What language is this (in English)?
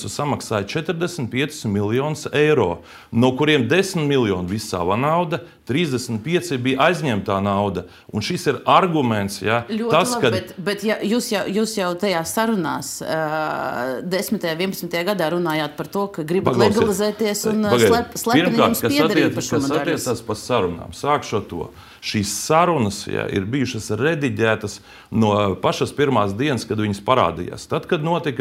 Latvian